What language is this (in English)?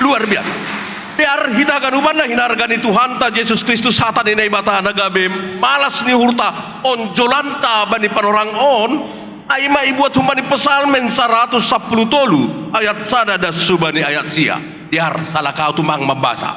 Batak Simalungun